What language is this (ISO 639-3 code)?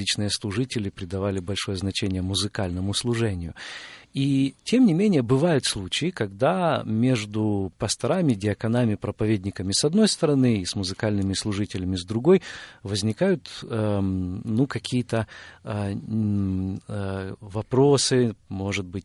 rus